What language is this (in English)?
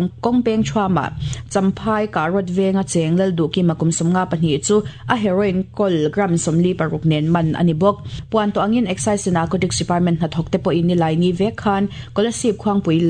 Mizo